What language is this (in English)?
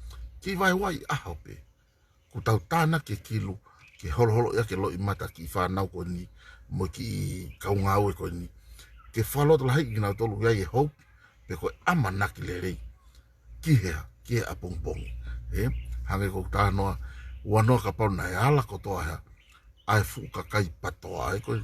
Tongan